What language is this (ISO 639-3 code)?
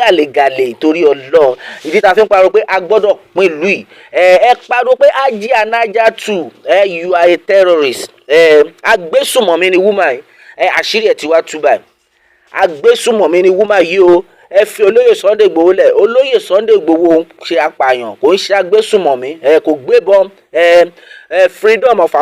yor